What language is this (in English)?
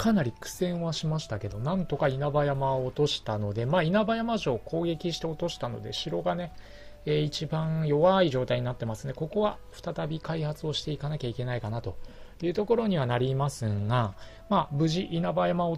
Japanese